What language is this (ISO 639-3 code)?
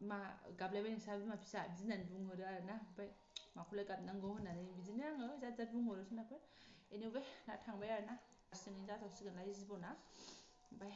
brx